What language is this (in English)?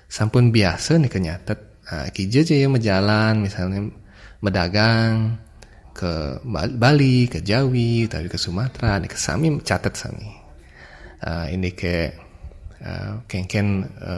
Balinese